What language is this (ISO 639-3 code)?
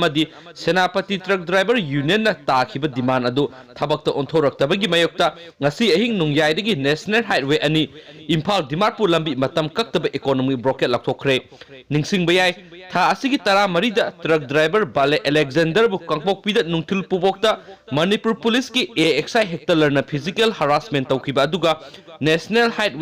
mni